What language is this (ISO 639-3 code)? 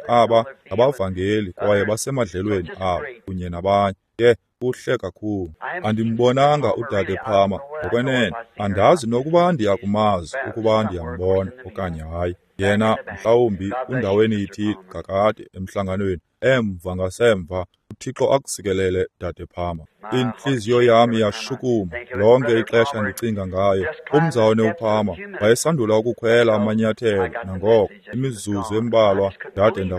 xho